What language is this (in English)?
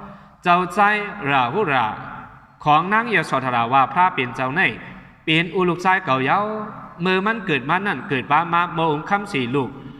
Shan